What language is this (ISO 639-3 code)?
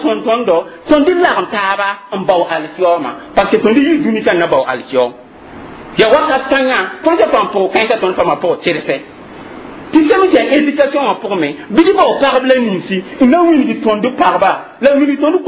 mos